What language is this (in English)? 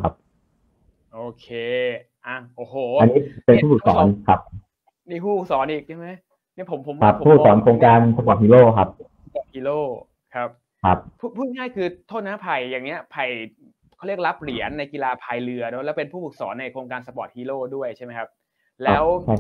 Thai